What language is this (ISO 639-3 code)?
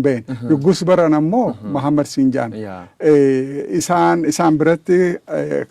orm